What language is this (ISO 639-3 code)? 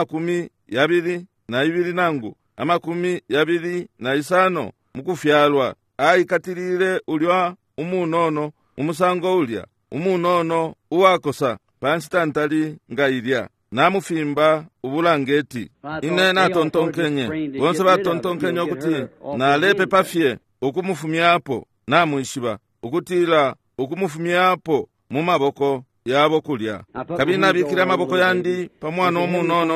bem